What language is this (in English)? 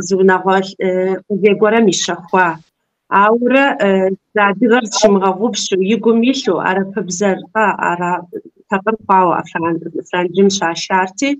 Kabardian